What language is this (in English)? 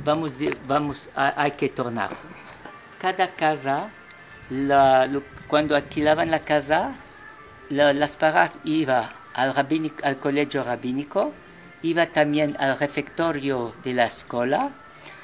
Ladino